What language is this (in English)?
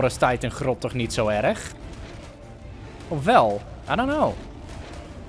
Dutch